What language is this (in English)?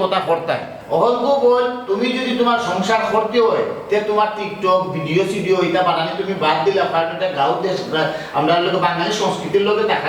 Sylheti